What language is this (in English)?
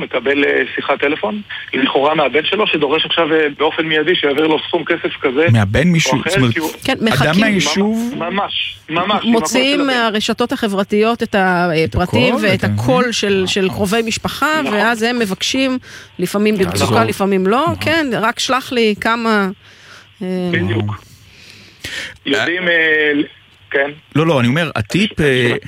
Hebrew